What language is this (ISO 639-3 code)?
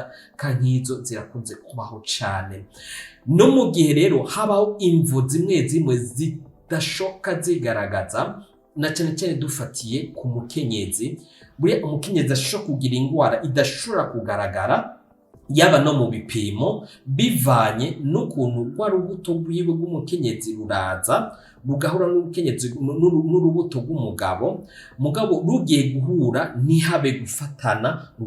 run